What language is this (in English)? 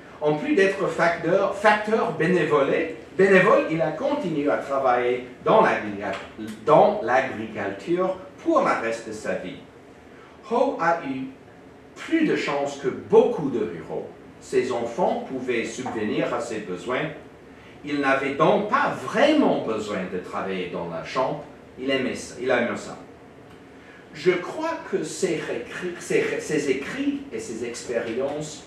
French